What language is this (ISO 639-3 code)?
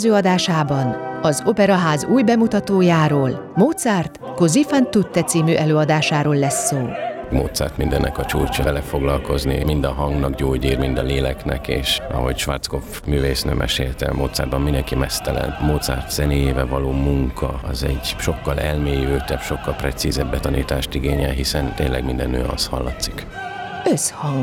hun